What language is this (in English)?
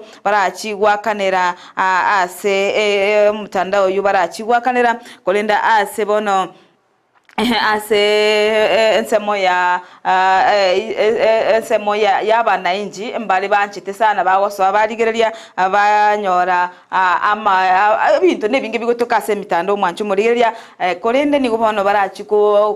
Gusii